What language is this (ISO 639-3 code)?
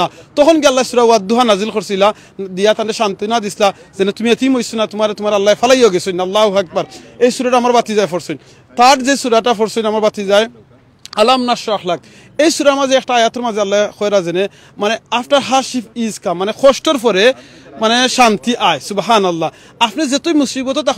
syl